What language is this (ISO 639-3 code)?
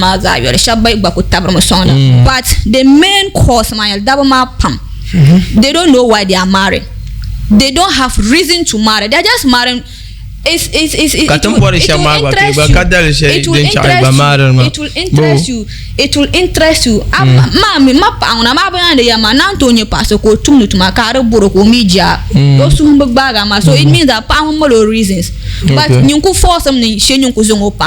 dag